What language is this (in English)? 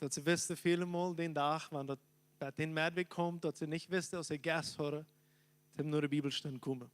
Plautdietsch